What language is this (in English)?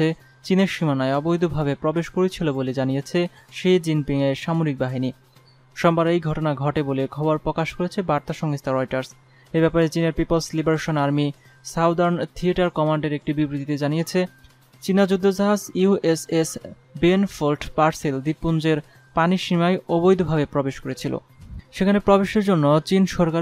Bangla